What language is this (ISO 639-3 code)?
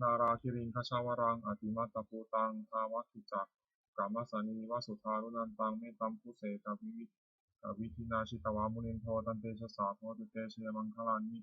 pli